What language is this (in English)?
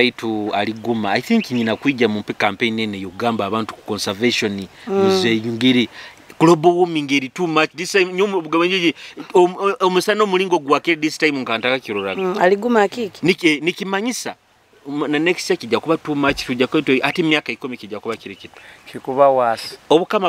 Nyoro